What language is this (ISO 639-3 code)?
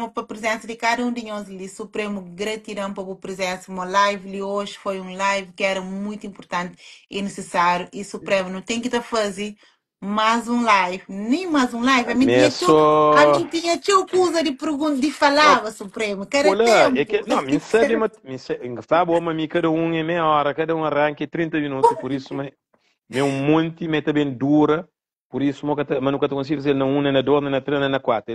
kea